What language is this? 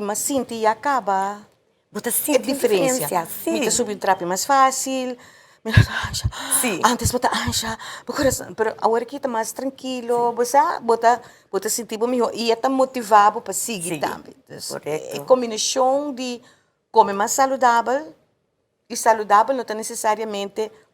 Papiamento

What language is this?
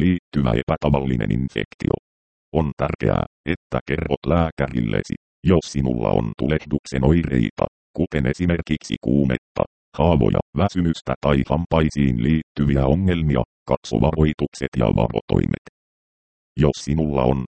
Finnish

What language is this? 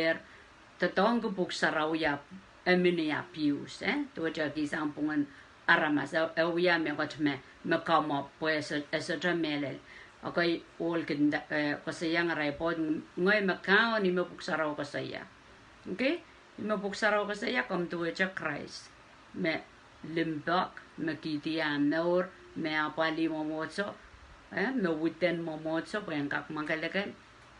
Pohnpeian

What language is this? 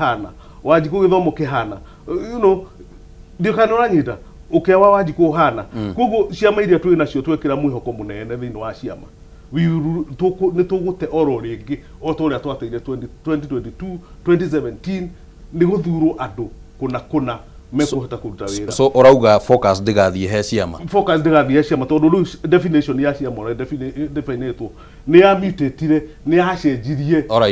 Kikuyu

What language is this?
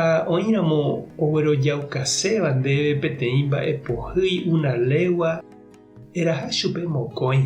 Guarani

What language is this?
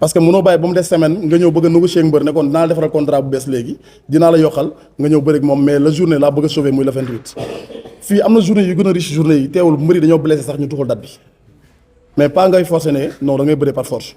Wolof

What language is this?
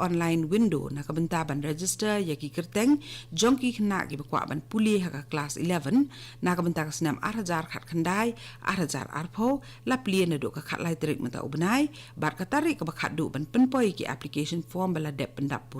Khasi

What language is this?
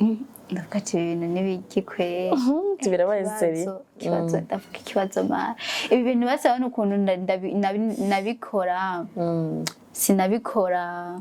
Rundi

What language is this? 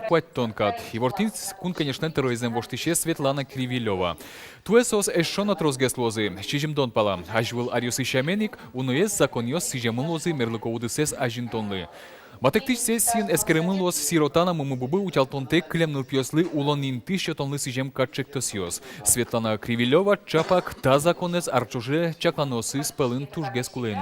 Udmurt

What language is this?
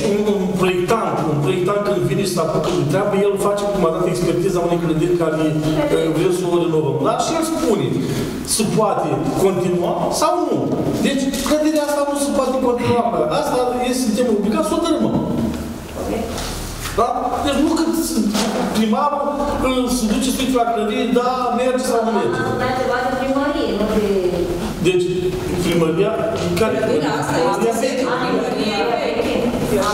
Romanian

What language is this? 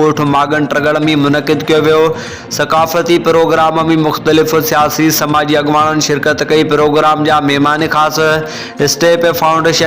Sindhi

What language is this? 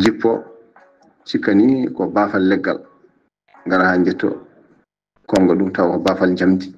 Fula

